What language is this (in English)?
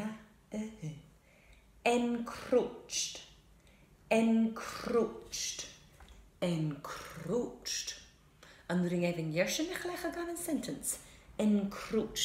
Scottish Gaelic